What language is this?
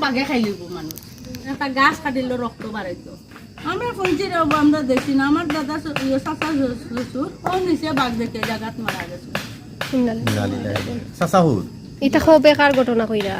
Sylheti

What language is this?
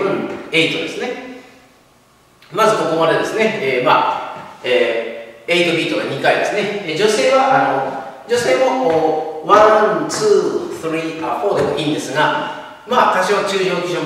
Japanese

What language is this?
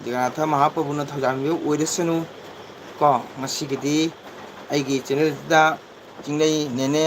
Manipuri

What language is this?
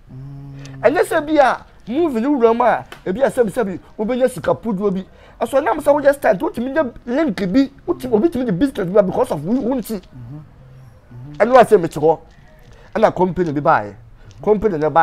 Akan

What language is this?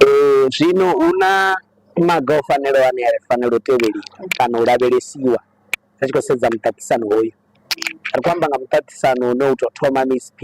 Venda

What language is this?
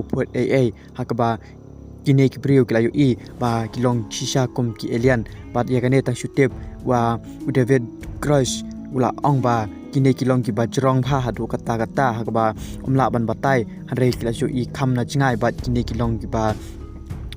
Khasi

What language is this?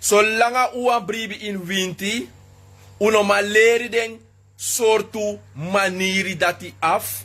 Sranan Tongo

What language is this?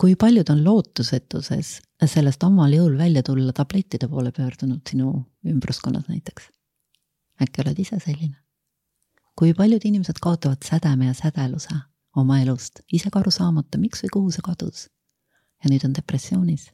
Estonian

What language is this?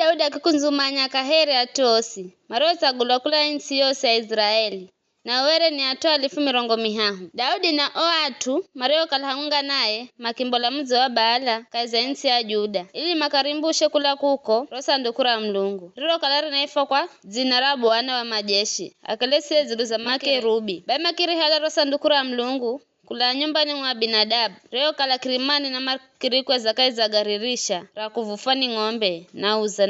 Giryama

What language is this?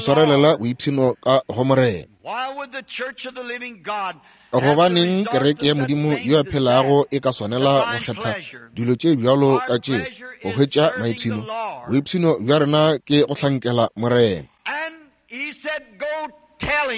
Northern Sotho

